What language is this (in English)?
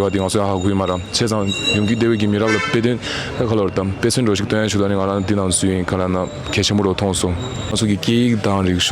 Tibetan